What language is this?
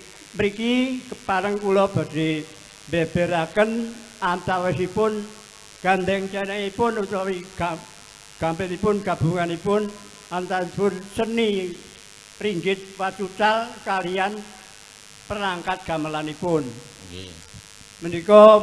Javanese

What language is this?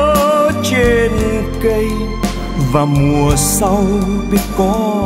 Vietnamese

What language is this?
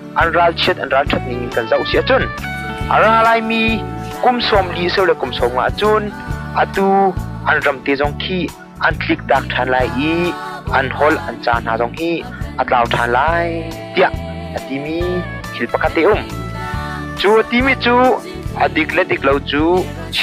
Hakha Chin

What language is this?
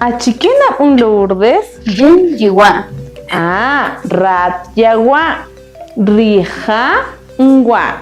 Kaqchikel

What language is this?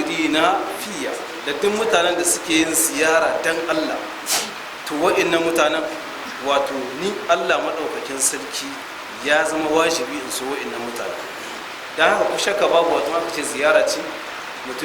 Hausa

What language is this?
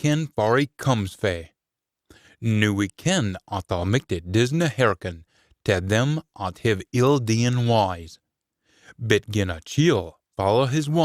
Scots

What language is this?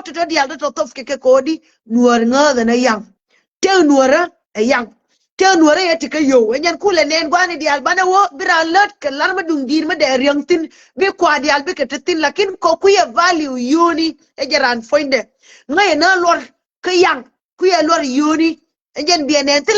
Nuer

